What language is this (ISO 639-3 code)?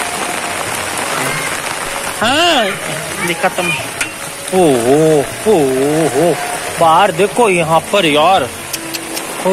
hin